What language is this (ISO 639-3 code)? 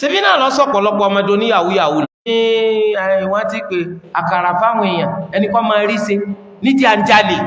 yor